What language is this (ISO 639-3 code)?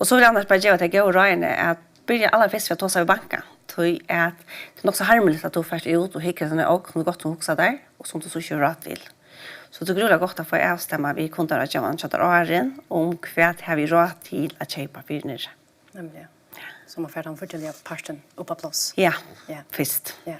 fao